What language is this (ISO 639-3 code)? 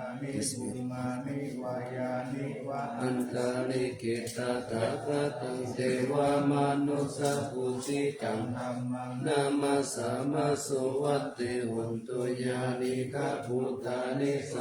pli